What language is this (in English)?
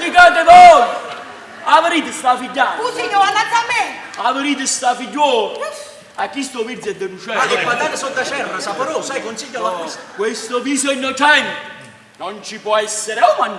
Neapolitan